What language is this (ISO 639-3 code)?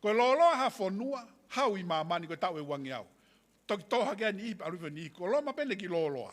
ton